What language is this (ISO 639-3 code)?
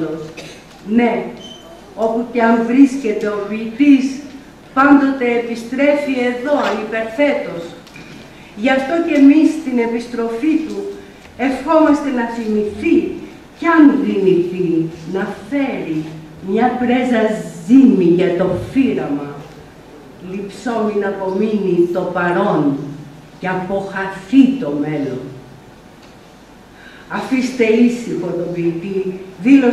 ell